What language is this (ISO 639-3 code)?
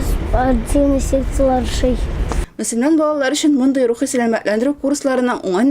tat